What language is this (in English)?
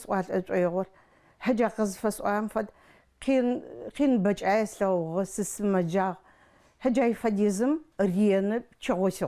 Adyghe